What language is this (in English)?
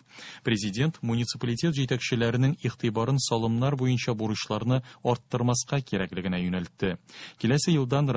Tatar